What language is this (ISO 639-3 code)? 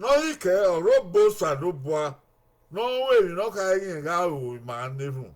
bin